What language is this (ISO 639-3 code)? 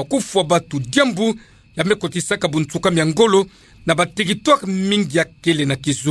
ktu